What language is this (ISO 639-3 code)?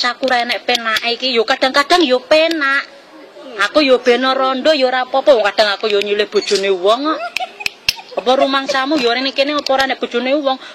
jav